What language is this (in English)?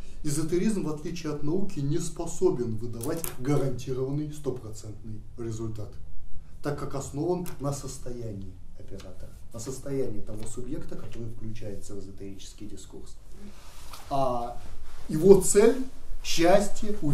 Russian